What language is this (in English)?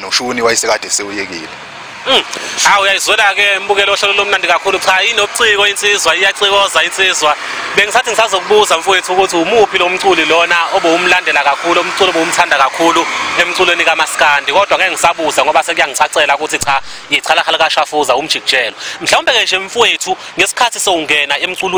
Zulu